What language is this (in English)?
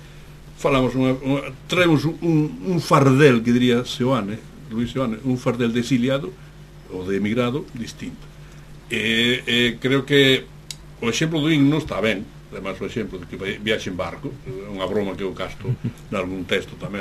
Galician